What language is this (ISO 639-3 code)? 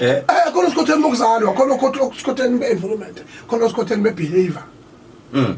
zul